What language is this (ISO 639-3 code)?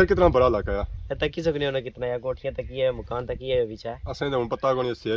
phr